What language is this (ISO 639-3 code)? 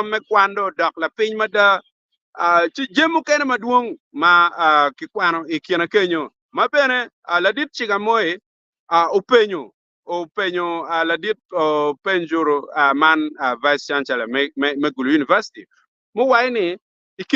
ach